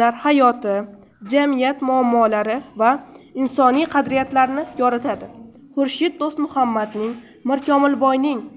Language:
Uzbek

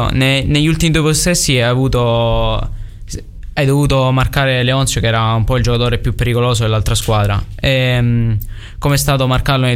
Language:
Italian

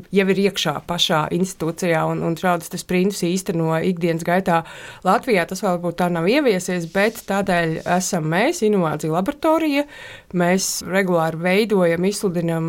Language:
Latvian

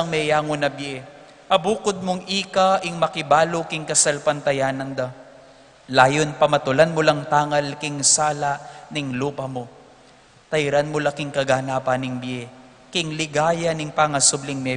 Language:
Pampanga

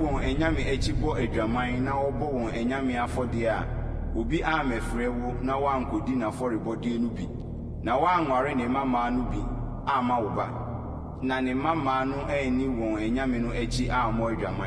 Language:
Akan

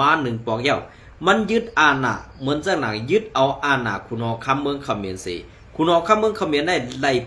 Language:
Shan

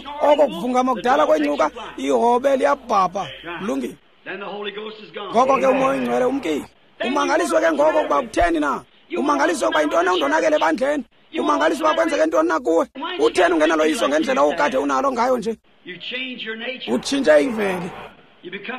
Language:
Xhosa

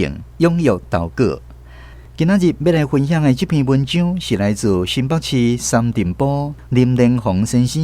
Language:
Min Nan Chinese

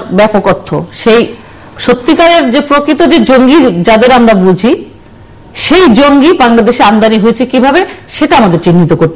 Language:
Bangla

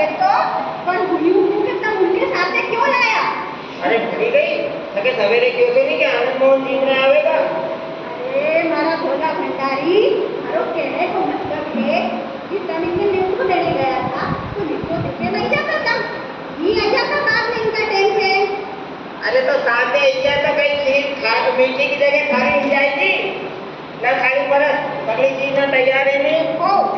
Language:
Rajasthani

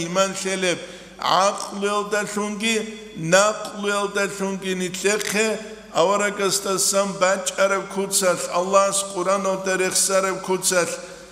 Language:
Avaric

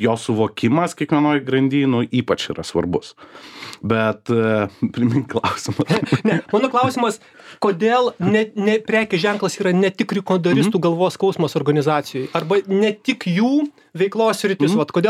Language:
Lithuanian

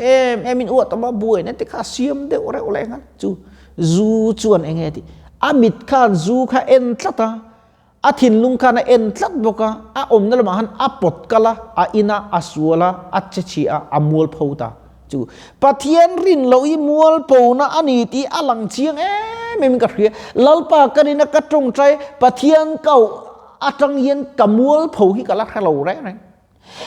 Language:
Mizo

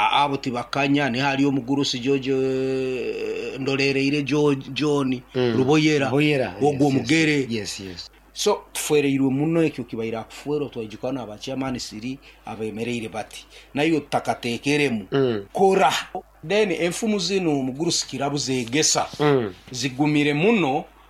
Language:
Nyoro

